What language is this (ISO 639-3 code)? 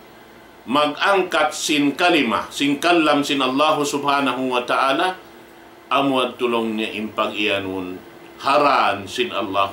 tsg